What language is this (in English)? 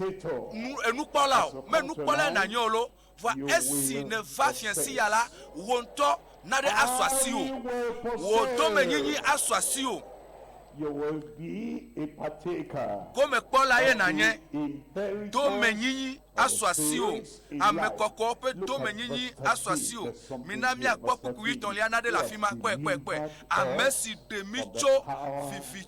Ewe